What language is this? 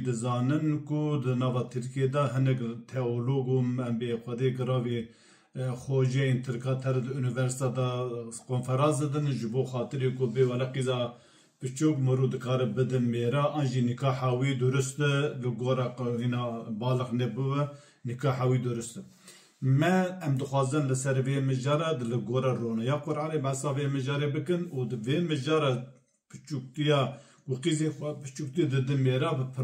Kurdish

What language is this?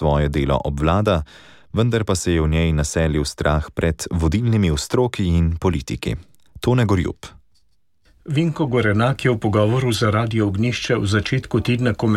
Slovenian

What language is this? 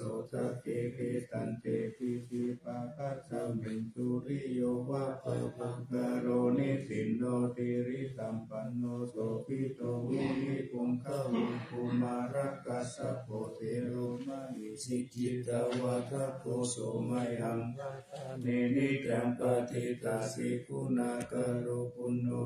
Pali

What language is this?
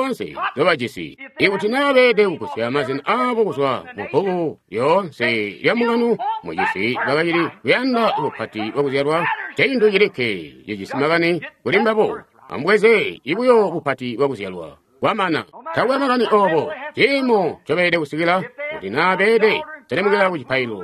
Tonga (Zambia)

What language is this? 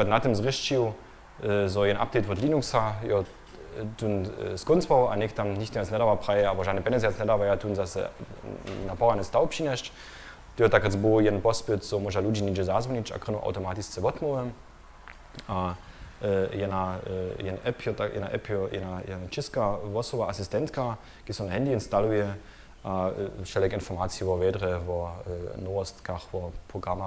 Upper Sorbian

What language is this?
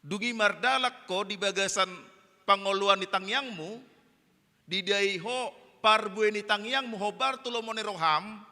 Batak Toba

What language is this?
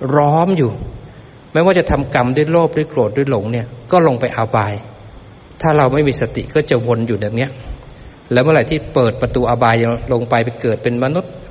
Thai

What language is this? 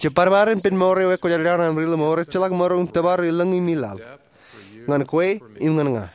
Marshallese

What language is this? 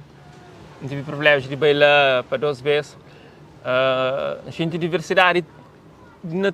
Kabuverdianu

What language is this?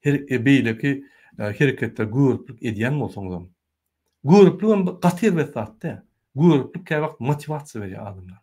Turkmen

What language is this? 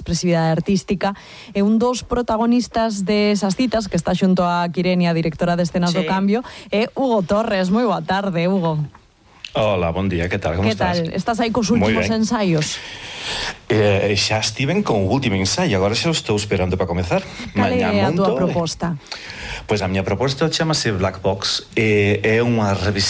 Galician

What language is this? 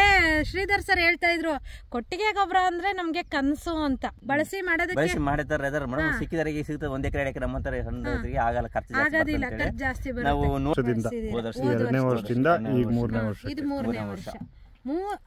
Kannada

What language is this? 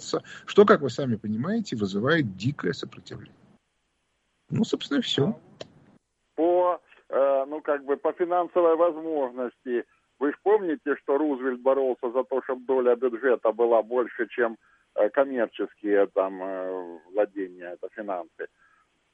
Russian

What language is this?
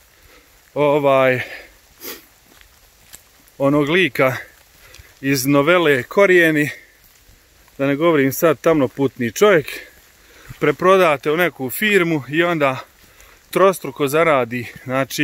Croatian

